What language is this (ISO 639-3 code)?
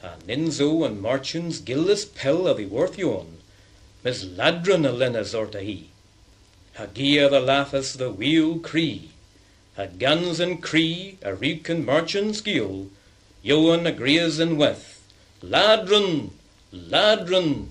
cor